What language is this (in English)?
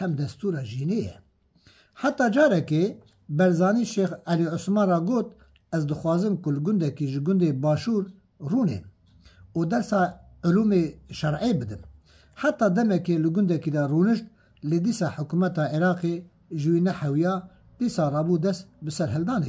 Kurdish